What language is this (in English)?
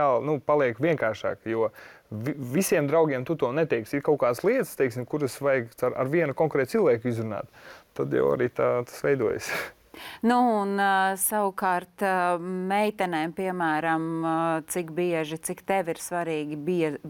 Latvian